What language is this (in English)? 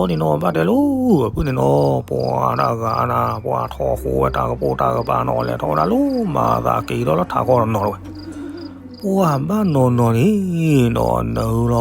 S'gaw Karen